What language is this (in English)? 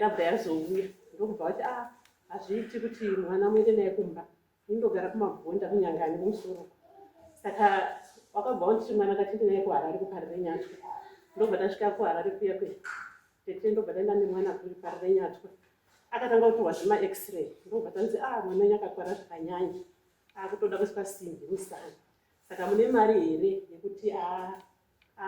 Shona